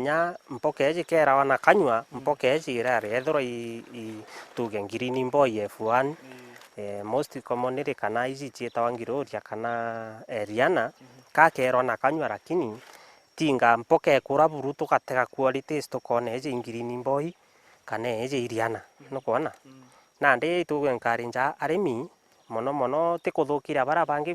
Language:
Meru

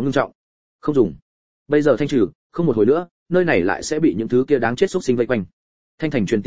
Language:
Vietnamese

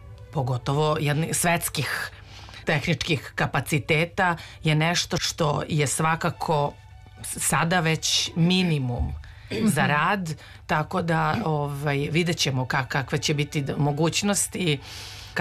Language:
Serbian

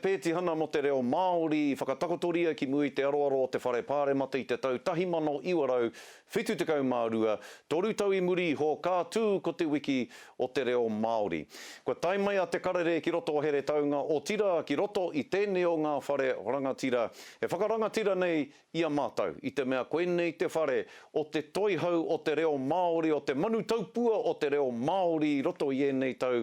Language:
Māori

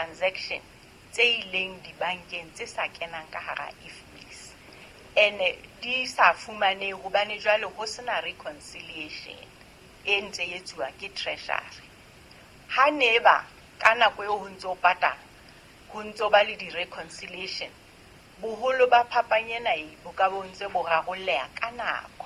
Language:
Southern Sotho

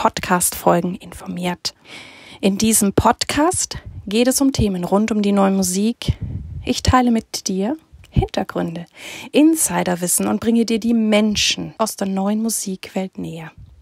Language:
German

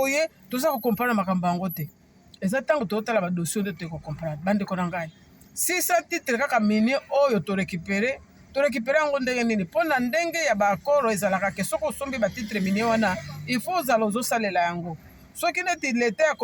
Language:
Lingala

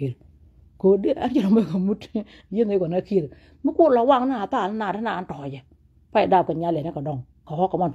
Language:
Nuer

